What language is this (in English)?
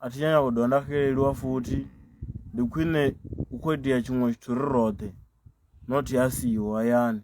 Venda